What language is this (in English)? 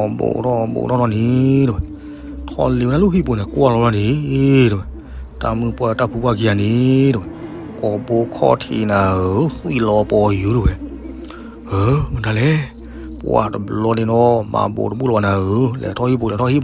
S'gaw Karen